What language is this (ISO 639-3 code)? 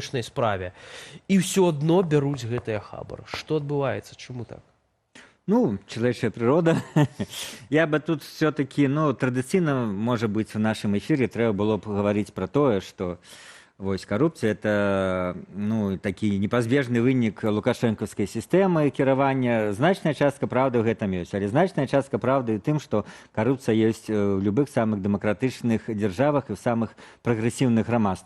bel